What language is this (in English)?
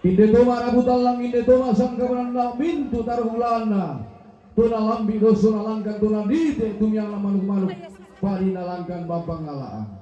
Toraja-Sa'dan